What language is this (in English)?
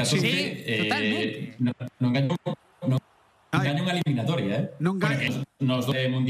Galician